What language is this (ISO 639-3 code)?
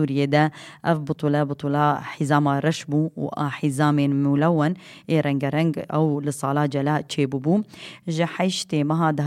kur